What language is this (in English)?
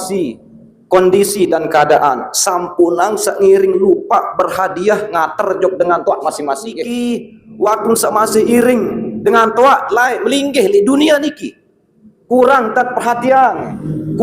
Sasak